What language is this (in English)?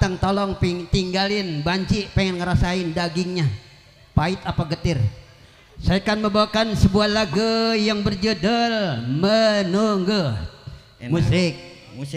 Betawi